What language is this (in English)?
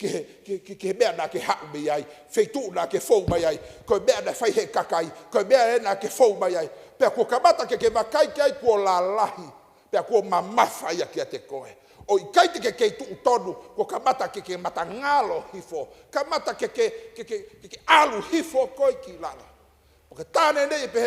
Tongan